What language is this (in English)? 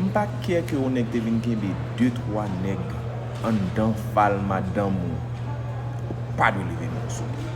Haitian Creole